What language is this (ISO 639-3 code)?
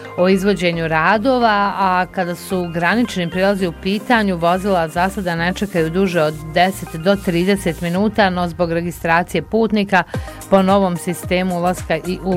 bos